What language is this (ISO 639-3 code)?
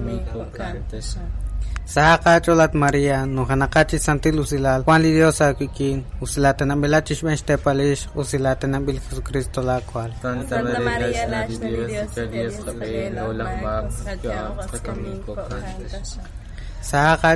kek